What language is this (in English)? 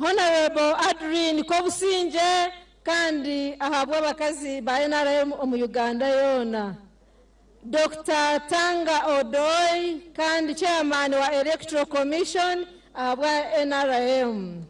Nyankole